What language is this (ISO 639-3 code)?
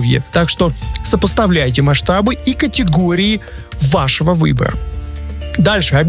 rus